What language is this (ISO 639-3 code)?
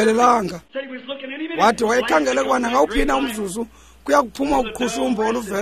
xho